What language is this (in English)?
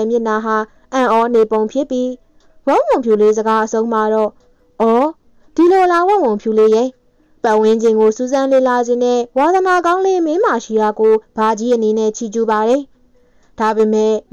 Burmese